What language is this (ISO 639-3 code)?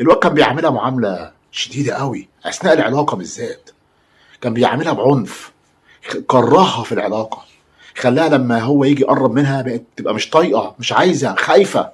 arz